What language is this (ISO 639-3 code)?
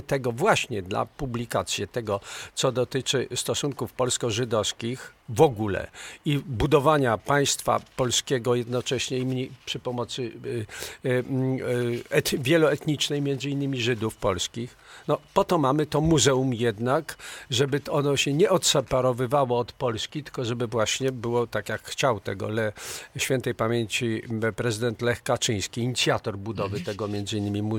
pol